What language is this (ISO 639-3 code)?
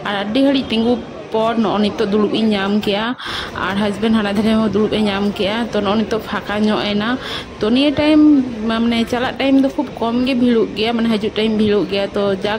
sat